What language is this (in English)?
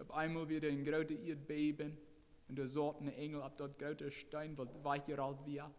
Plautdietsch